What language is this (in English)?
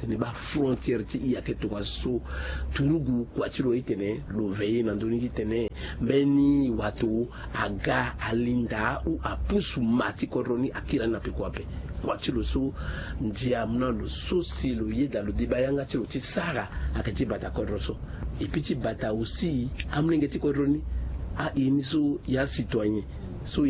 Sango